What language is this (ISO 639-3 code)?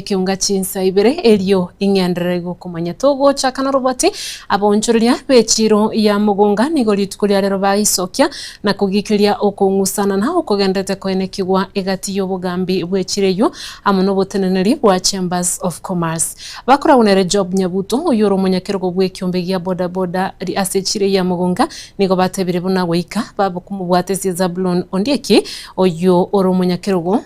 guz